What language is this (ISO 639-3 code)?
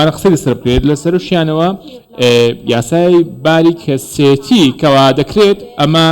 ckb